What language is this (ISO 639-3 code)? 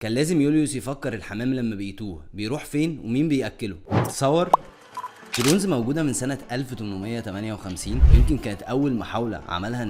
arz